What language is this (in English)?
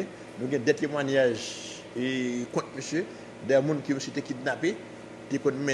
Haitian Creole